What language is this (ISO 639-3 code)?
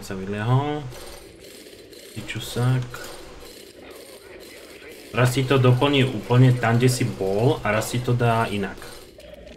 slk